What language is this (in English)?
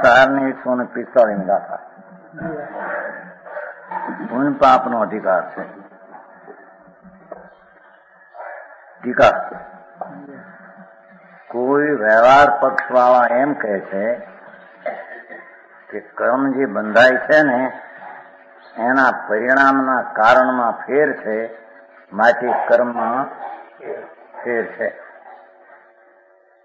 Gujarati